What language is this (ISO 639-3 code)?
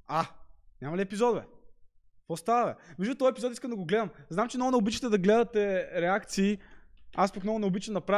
bul